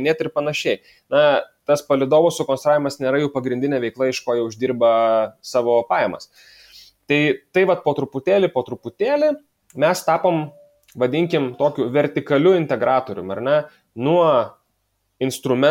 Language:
Lithuanian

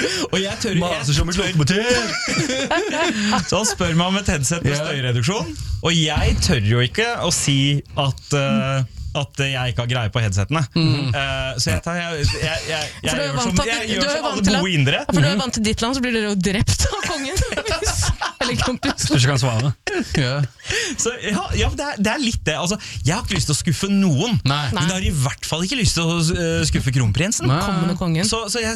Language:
Norwegian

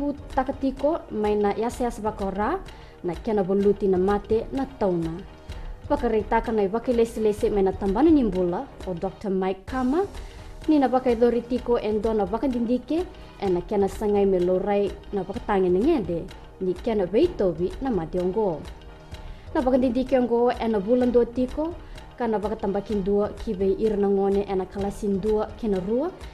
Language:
Fijian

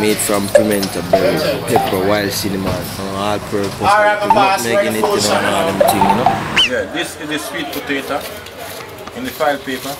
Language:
Jamaican Creole English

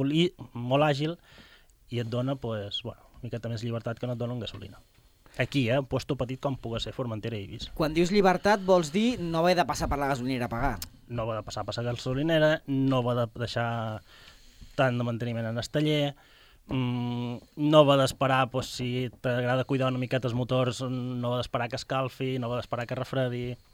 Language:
Catalan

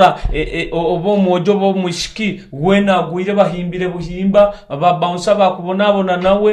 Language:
Nyoro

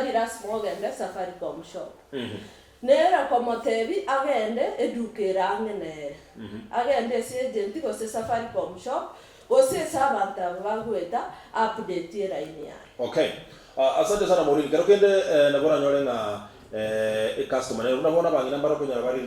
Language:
Gusii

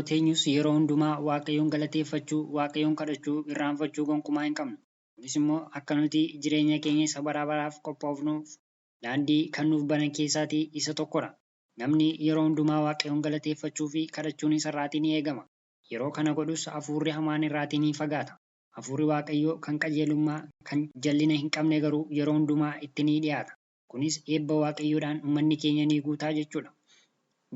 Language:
Oromo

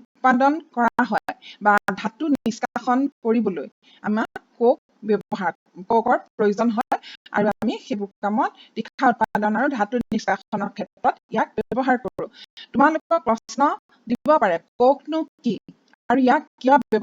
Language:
Assamese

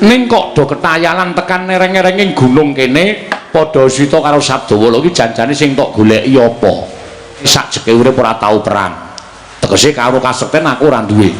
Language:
Javanese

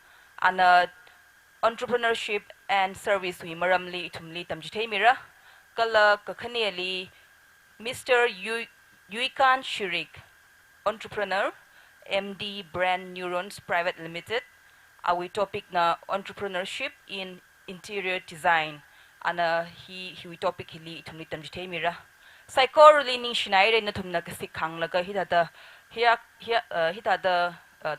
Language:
Tangkhul Naga (India)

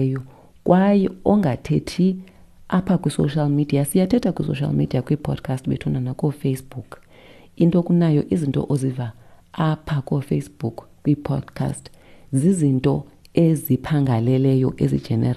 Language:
Xhosa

